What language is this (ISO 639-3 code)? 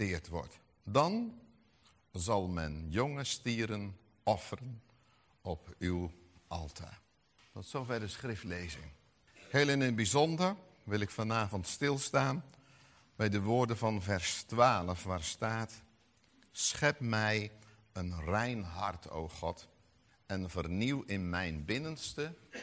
nld